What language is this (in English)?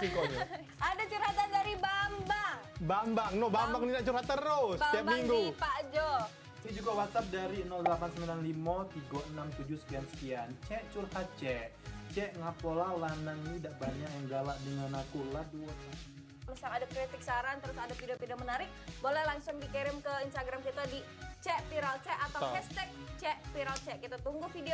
Musi